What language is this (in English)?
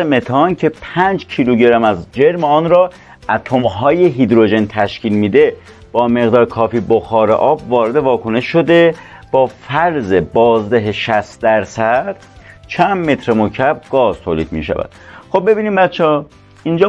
Persian